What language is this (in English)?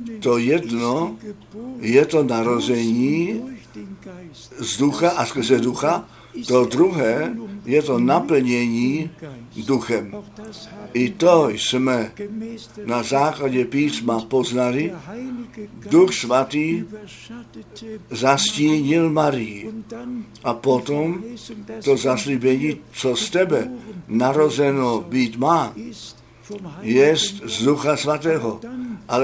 Czech